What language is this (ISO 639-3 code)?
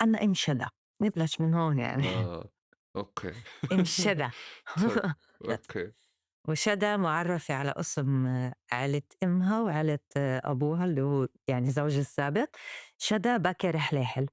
apc